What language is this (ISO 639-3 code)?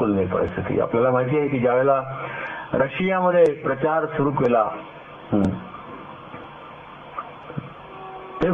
mar